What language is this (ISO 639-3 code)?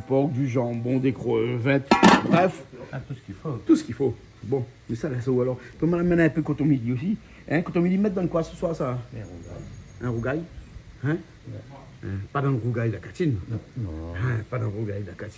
rcf